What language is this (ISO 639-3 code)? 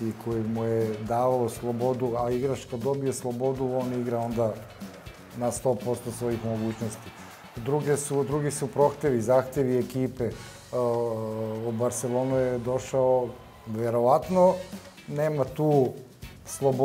srp